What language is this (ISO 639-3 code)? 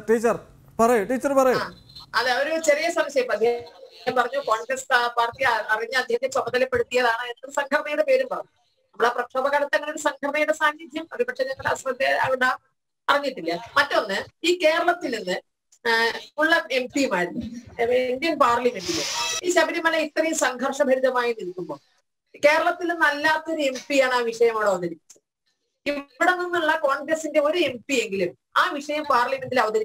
mal